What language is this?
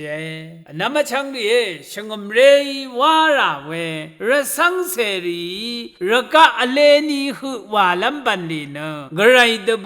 Rawang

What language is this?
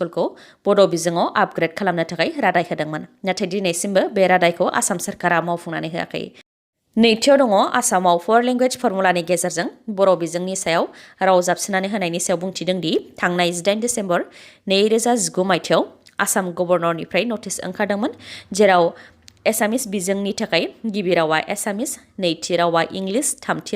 Bodo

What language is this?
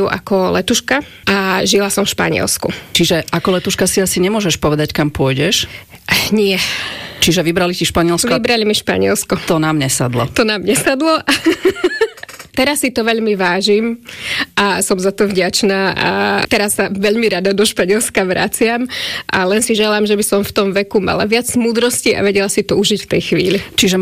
Slovak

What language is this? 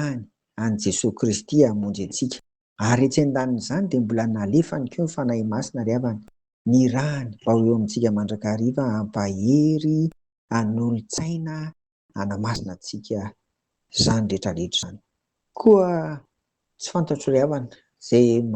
Malagasy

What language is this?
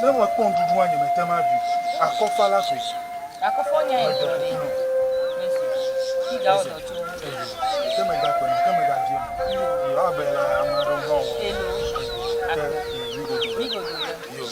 Ewe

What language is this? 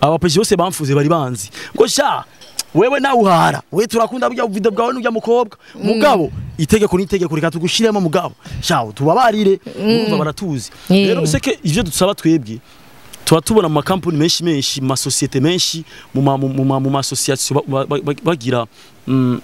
Rundi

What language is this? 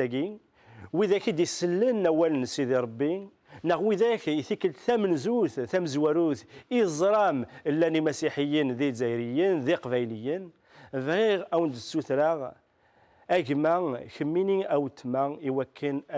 Kabyle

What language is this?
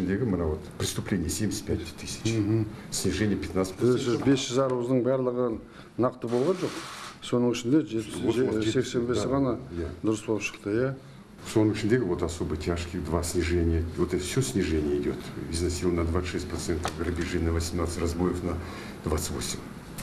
Kazakh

